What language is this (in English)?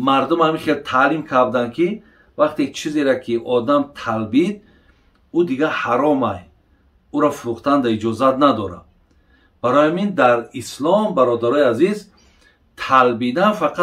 Tajik